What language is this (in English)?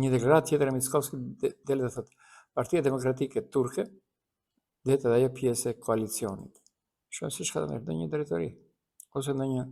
Albanian